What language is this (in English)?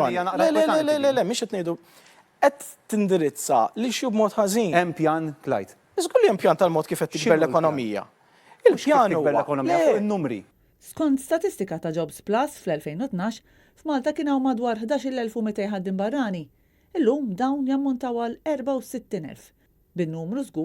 Maltese